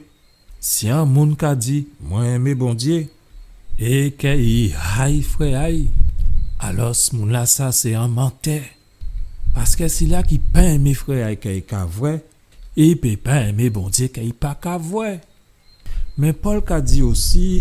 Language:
Guadeloupean Creole French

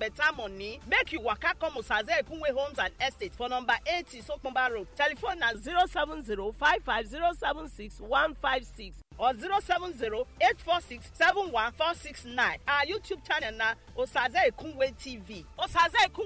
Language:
Nigerian Pidgin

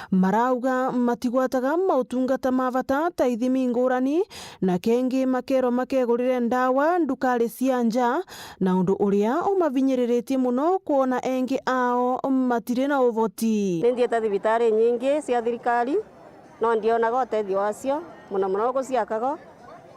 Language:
Meru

